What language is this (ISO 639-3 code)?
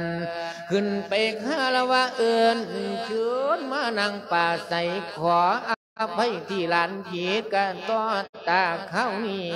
lao